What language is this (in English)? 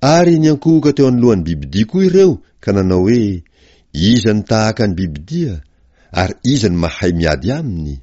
Malagasy